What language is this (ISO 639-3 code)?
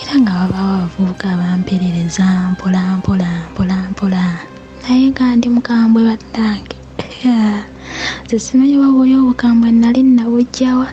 lug